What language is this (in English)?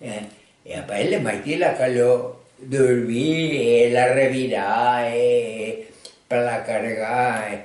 Occitan